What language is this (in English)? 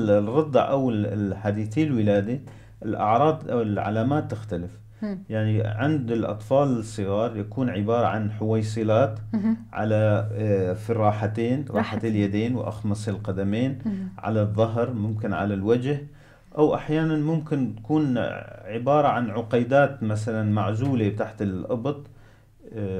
North Levantine Arabic